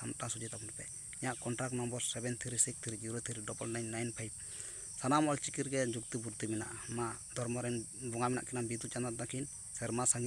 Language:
Santali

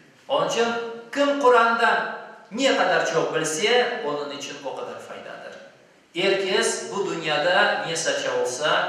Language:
Crimean Tatar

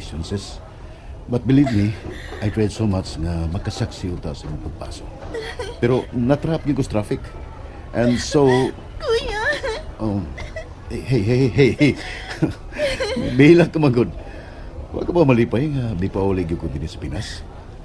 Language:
Cebuano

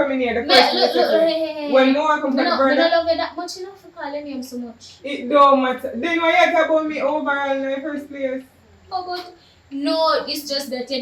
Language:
Jamaican Creole English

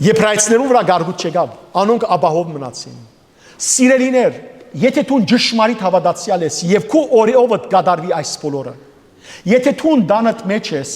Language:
Western Armenian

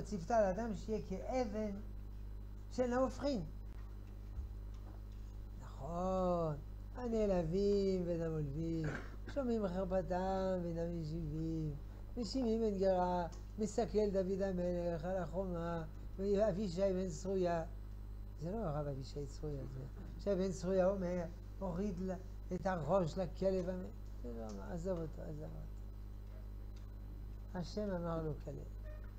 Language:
Hebrew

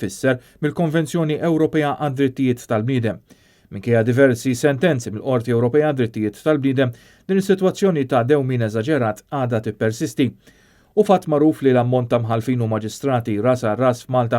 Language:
Maltese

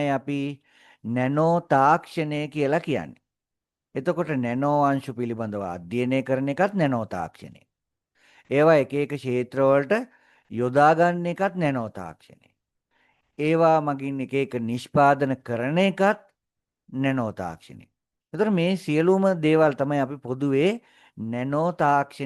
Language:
Sinhala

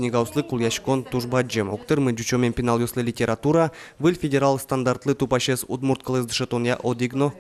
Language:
Udmurt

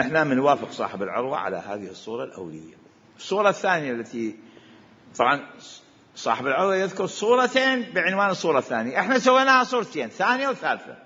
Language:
Mesopotamian Arabic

